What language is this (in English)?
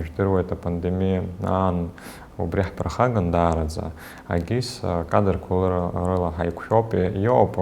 Abkhazian